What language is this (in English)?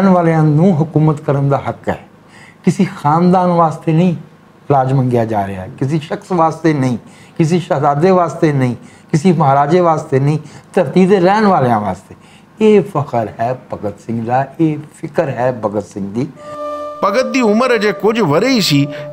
Western Panjabi